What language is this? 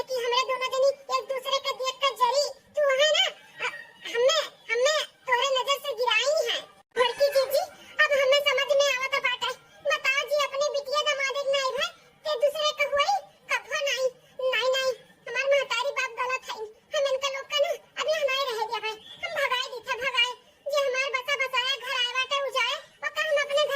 Awadhi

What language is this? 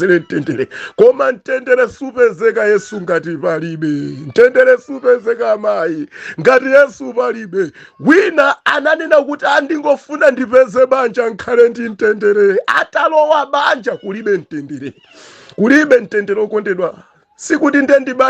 Nyanja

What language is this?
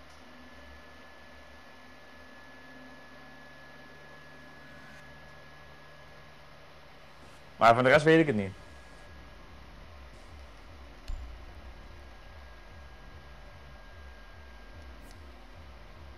Dutch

